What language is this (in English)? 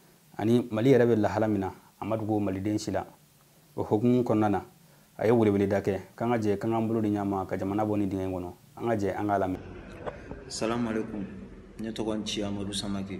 Bambara